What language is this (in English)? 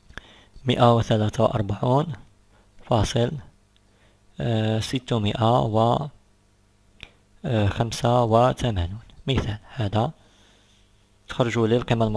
Algerian Arabic